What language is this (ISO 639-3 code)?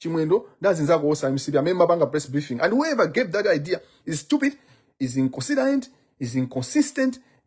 nya